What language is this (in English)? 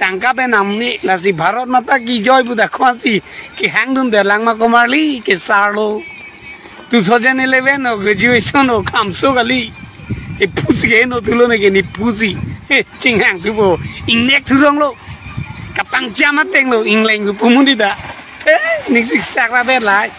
Karbi